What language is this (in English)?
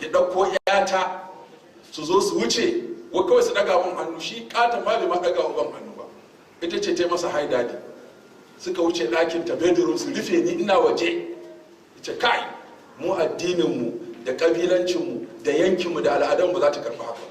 Hausa